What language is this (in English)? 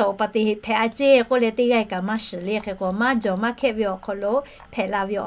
Lahu